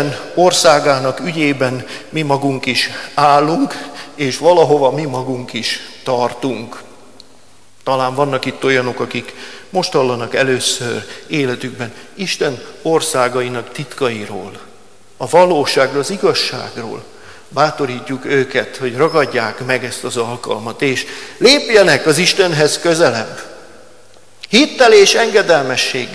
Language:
Hungarian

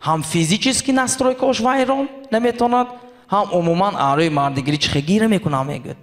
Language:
Tajik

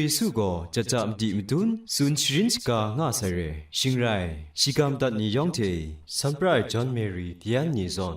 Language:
Kachin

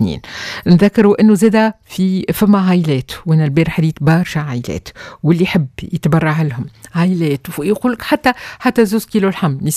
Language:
Tunisian Arabic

